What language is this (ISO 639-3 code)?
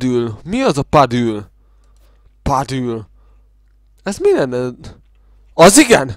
hun